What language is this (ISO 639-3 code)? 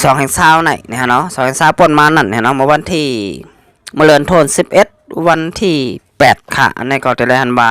shn